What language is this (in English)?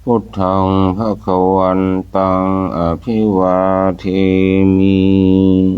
Pali